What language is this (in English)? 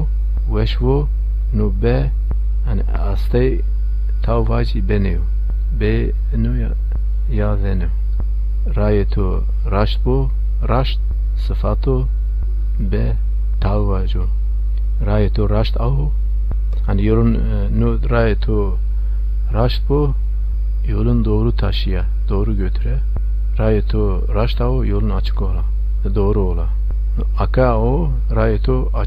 Zaza